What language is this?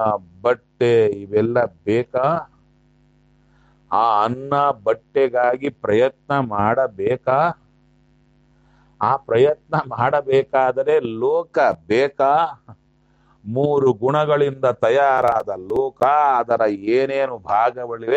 Kannada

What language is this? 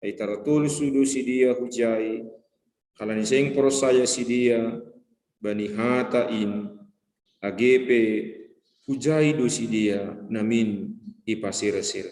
Batak Simalungun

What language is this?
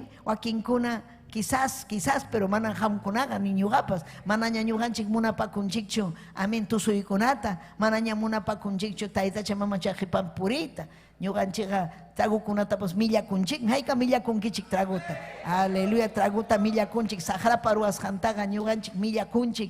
Ayacucho Quechua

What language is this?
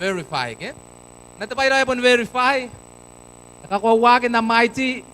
Gilbertese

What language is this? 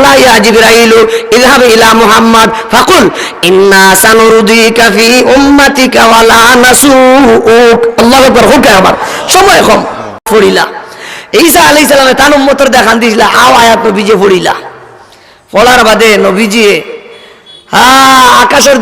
Sylheti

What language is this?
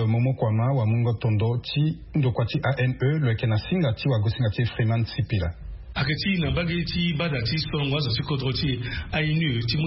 Sango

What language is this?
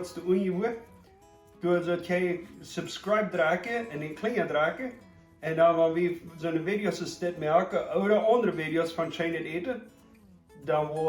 Plautdietsch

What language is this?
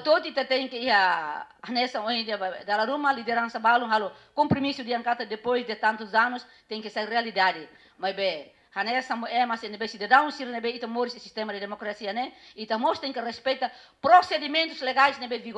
Tetum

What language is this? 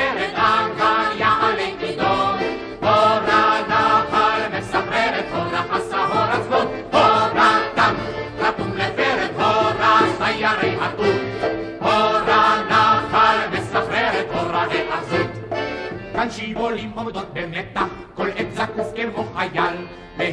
Hebrew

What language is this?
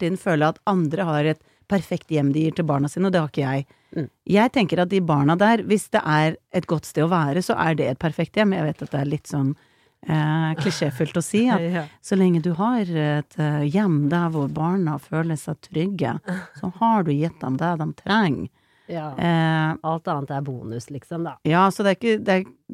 Norwegian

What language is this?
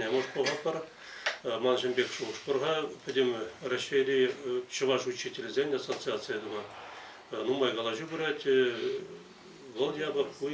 Chuvash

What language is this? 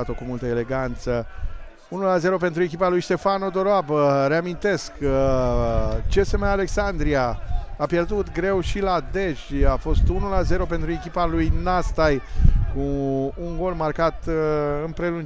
Romanian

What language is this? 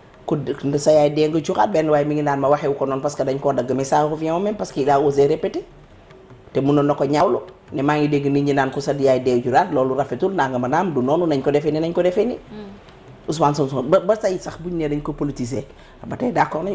Wolof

